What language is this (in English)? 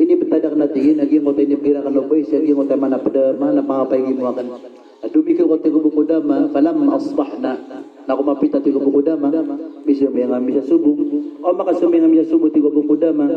Maranao